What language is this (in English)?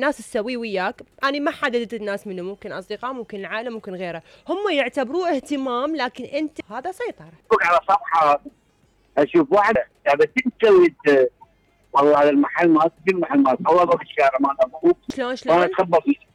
Mesopotamian Arabic